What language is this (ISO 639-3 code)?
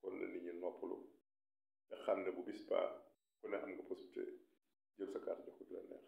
wol